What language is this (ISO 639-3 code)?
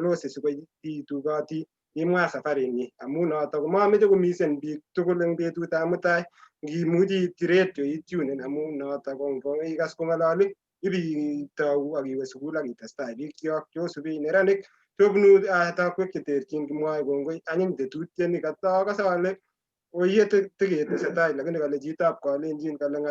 kln